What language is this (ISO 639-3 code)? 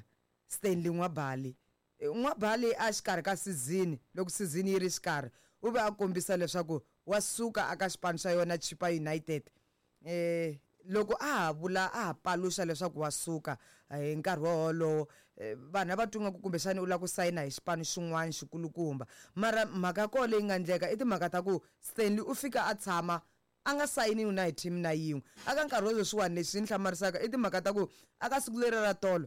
tso